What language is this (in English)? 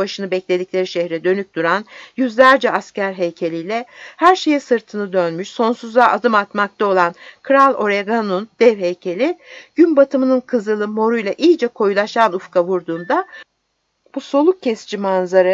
Turkish